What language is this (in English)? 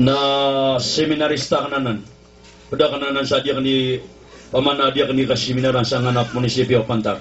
Maranao